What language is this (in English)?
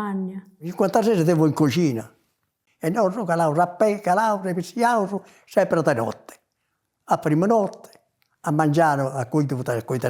Sardinian